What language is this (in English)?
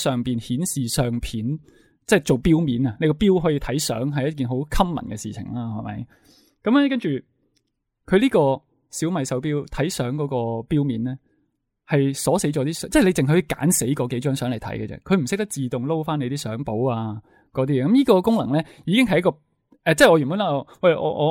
Cantonese